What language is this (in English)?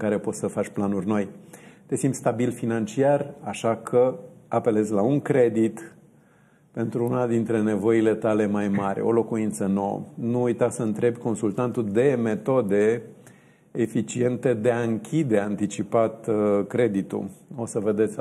Romanian